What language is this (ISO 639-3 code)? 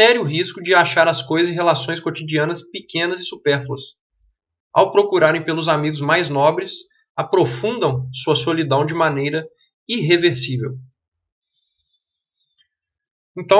por